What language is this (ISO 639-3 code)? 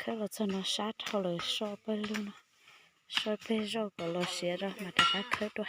hmn